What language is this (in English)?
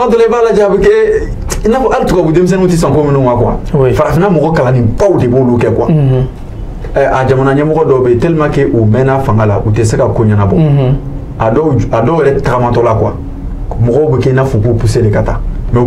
Bambara